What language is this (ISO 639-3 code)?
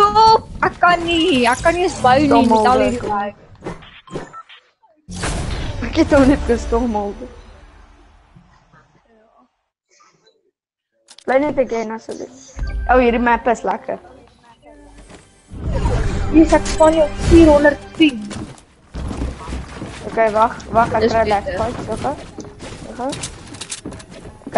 afr